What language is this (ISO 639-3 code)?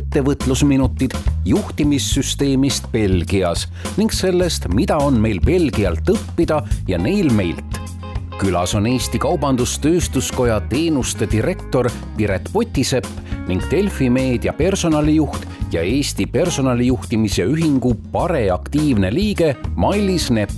est